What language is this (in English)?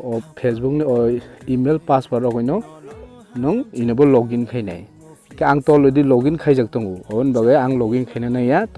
Kok Borok